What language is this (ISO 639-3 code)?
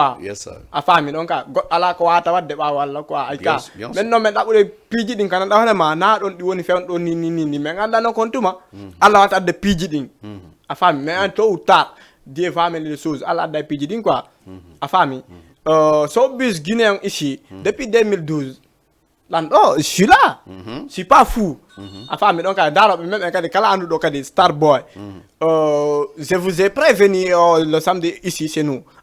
ful